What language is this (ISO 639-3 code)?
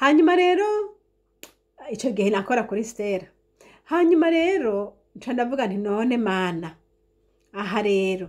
run